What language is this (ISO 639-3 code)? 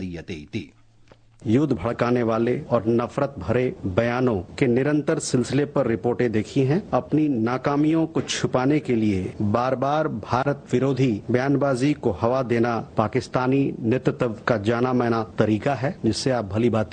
san